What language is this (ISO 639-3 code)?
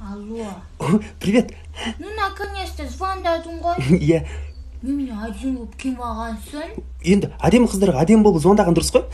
kaz